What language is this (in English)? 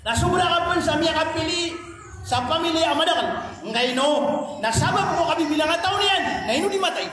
Maranao